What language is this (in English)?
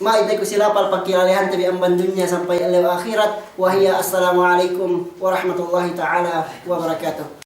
Yakan